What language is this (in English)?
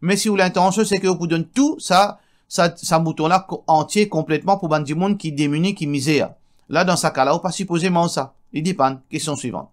Morisyen